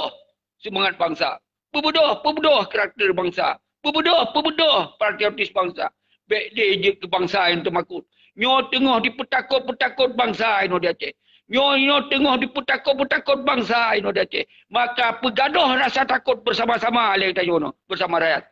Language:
Achinese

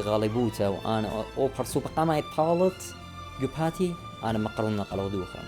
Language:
Assyrian Neo-Aramaic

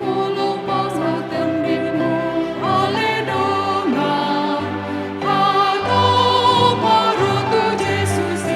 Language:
Batak Toba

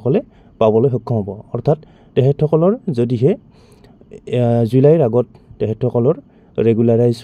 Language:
Assamese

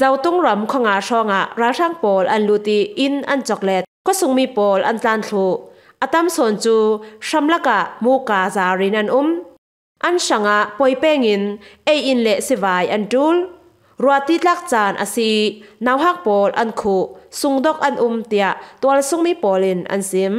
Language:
Falam Chin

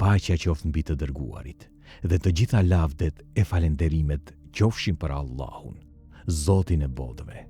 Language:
Albanian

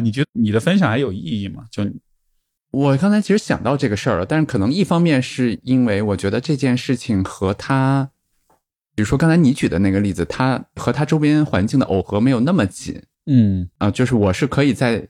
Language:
Chinese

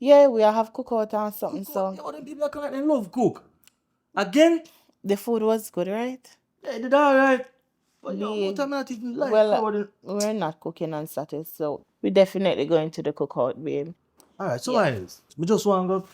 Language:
Jamaican Creole English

